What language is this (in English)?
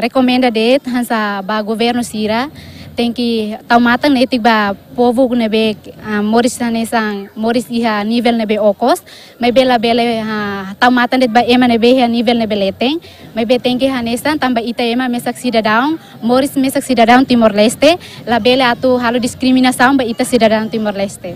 Tetum